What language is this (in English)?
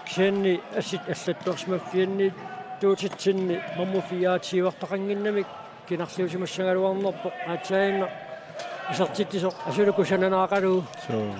Kalaallisut